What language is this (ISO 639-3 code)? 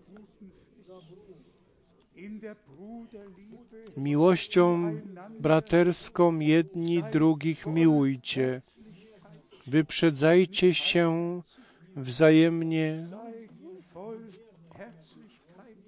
pol